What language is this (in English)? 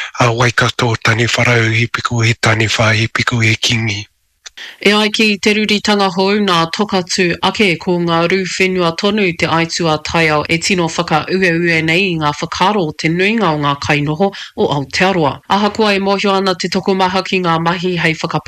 Māori